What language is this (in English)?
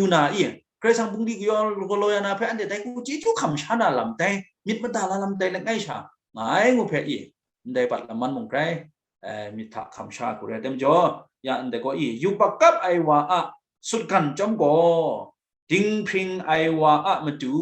Kachin